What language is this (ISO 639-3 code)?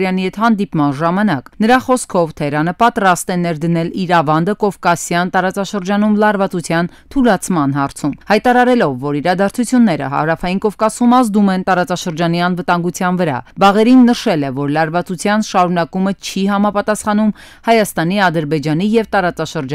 hye